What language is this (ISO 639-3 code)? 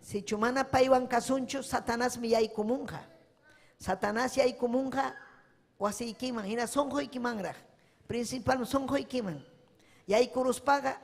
quy